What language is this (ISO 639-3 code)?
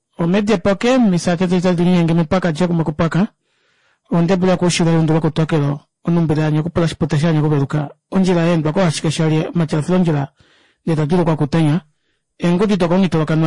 kua